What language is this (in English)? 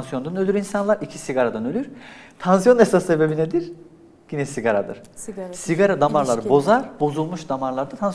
Turkish